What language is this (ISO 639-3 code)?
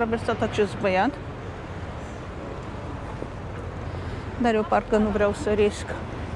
ron